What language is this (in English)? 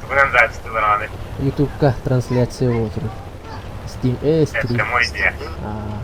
Yakut